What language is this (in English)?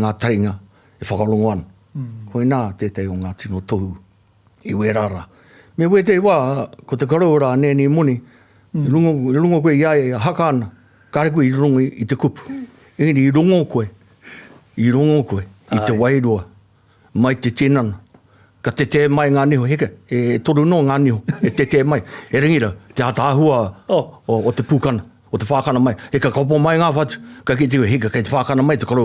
Māori